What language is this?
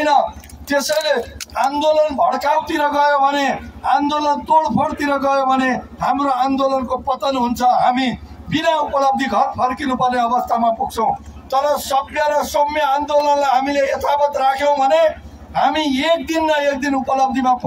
Nepali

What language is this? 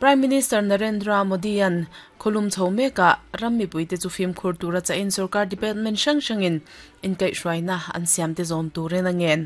Mizo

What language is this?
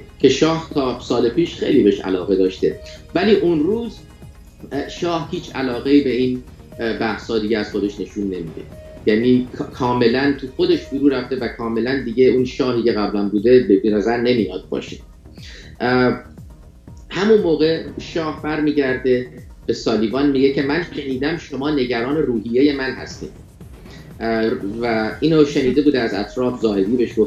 Persian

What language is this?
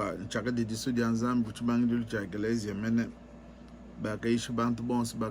Luba-Lulua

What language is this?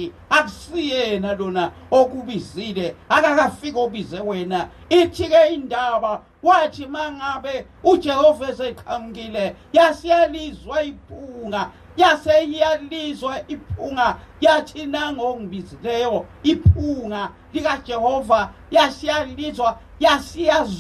Zulu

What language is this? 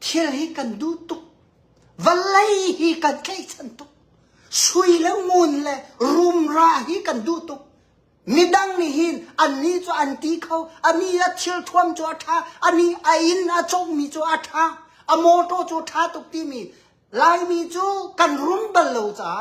Hakha Chin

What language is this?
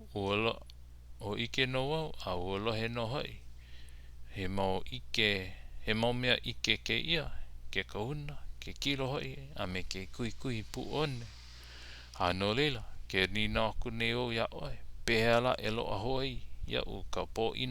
Hawaiian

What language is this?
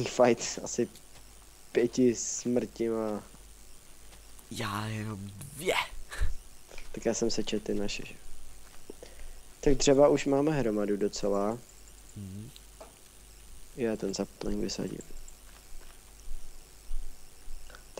Czech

